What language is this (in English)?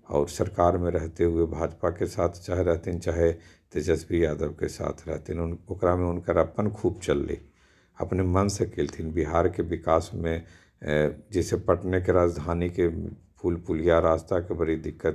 Magahi